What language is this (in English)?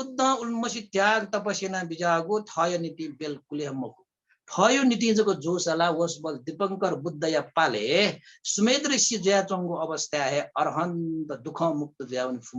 Newari